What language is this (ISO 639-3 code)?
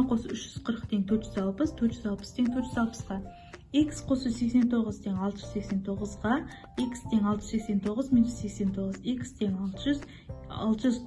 kaz